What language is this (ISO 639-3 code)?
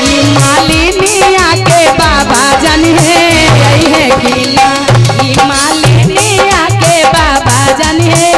mag